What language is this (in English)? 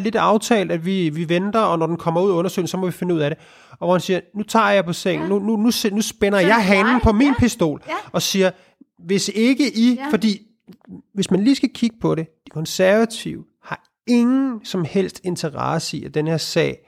Danish